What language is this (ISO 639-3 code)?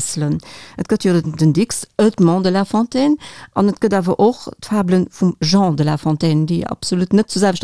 ltz